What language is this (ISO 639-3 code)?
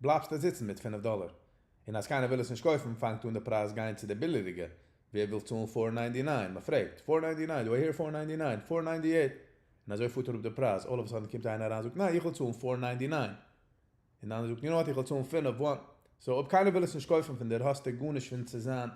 yid